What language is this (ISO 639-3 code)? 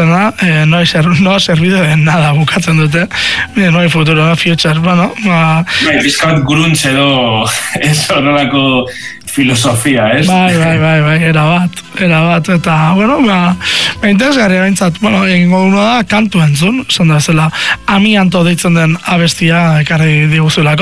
eus